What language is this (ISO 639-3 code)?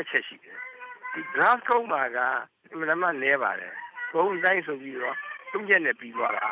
mya